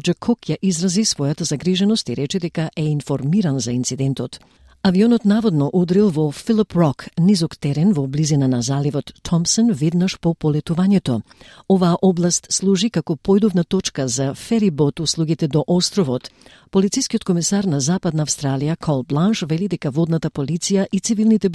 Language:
Macedonian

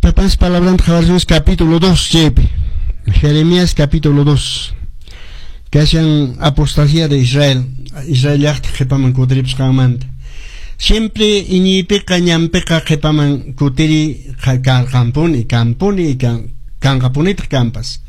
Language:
Quechua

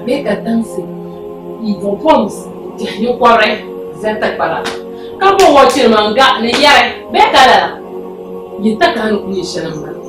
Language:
Dagbani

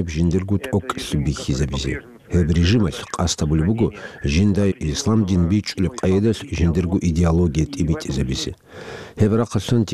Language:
Avaric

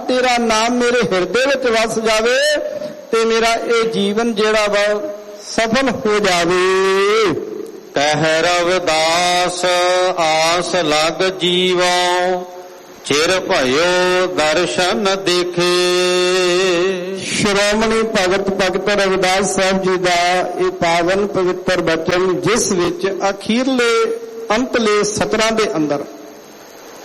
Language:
Punjabi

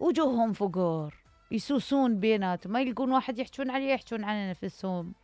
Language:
Mesopotamian Arabic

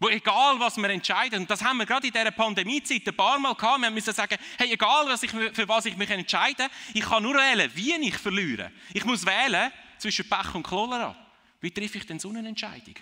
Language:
Swiss German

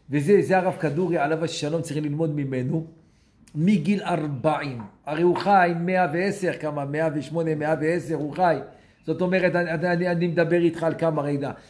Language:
Hebrew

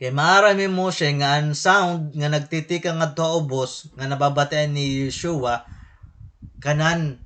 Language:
Waray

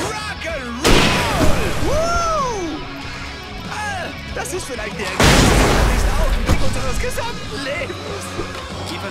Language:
Bavarian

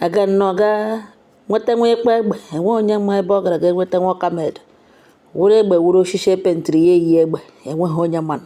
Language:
Igbo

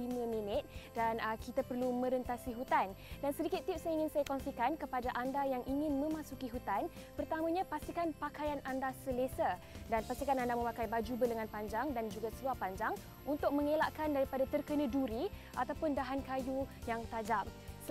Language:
Malay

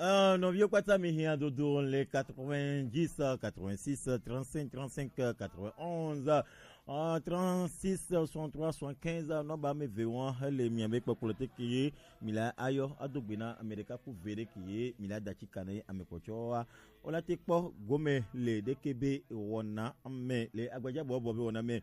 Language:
Gen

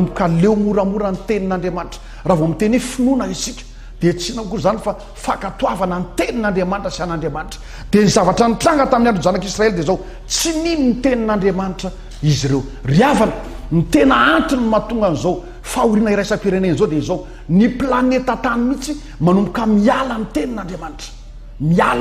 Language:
Malagasy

